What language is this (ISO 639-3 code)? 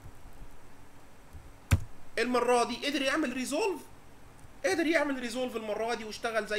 arz